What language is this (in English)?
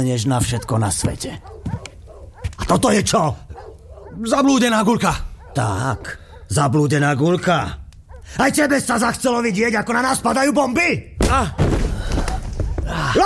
Slovak